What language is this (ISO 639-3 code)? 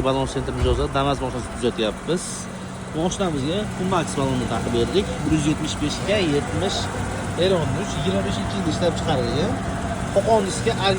uzb